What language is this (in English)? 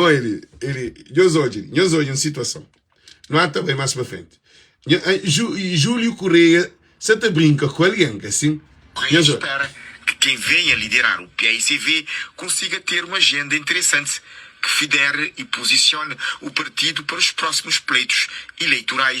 Kabuverdianu